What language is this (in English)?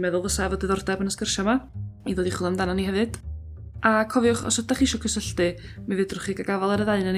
Welsh